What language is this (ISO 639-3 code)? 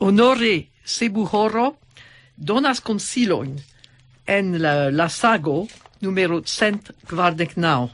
epo